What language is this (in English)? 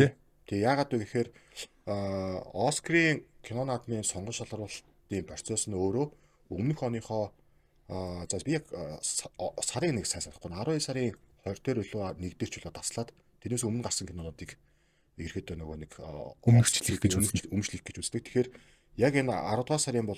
Mongolian